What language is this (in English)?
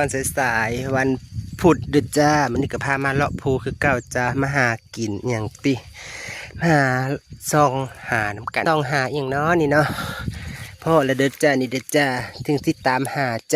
Northeastern Thai